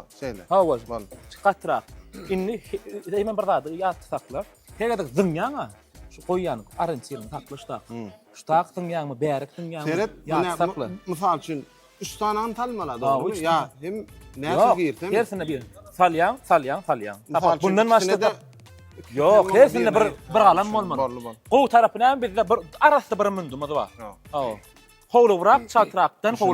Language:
Turkmen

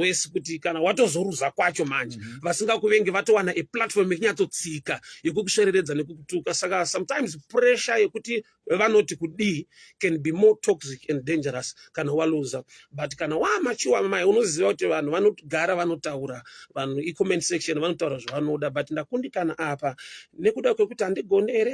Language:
Shona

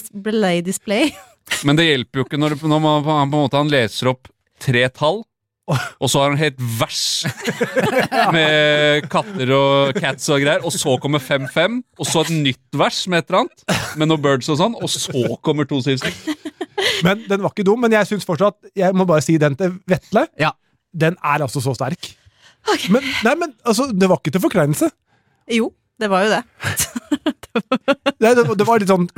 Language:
Norwegian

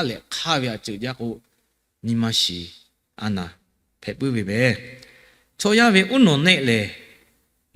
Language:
Lahu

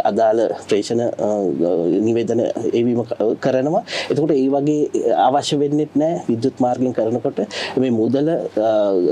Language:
Sinhala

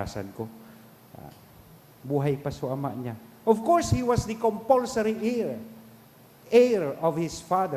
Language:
Bikol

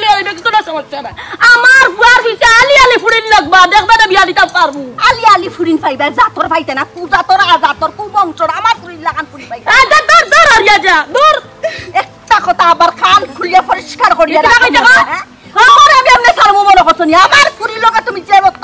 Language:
Sylheti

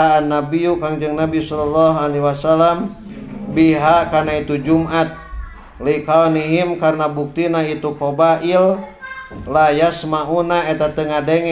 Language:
Sundanese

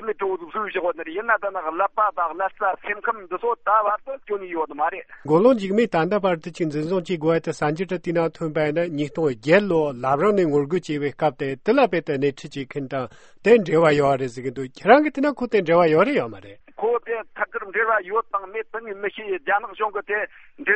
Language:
Tibetan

